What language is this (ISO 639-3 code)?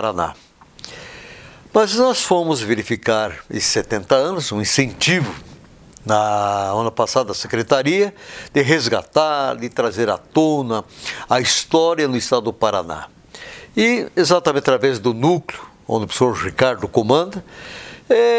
por